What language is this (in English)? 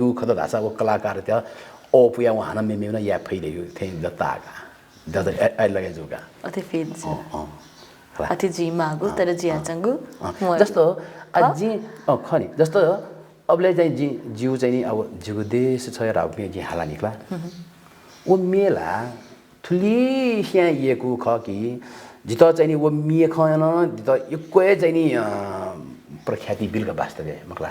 Newari